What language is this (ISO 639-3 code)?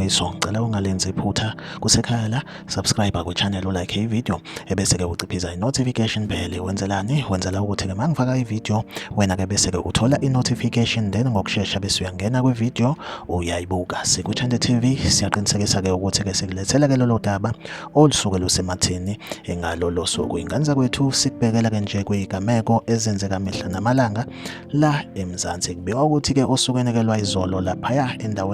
zul